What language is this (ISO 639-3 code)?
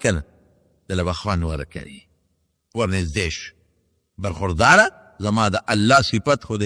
pus